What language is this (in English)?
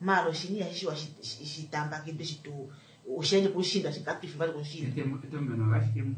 Kuanyama